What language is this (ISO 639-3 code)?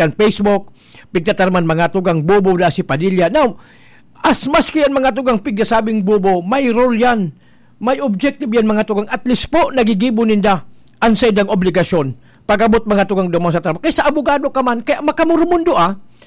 bik